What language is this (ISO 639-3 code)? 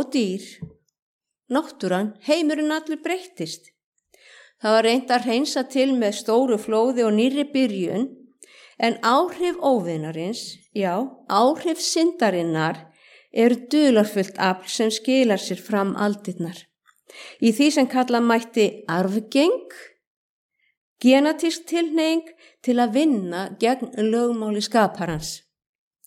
isl